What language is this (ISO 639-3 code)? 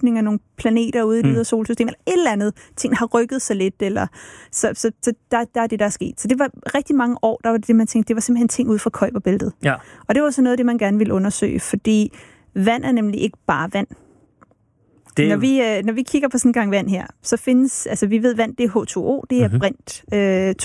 dan